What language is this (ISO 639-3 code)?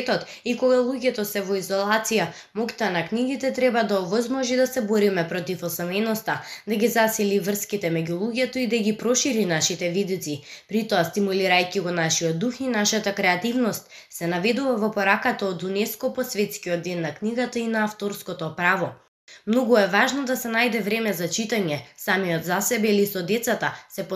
mkd